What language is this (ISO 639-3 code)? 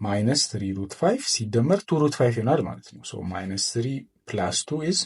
amh